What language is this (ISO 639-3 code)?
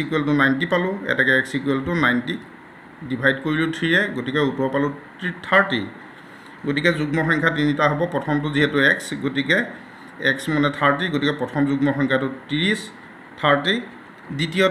asm